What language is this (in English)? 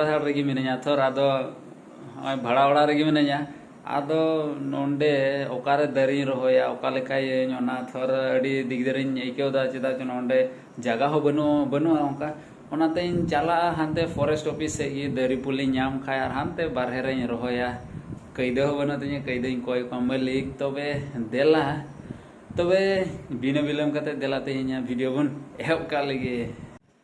Santali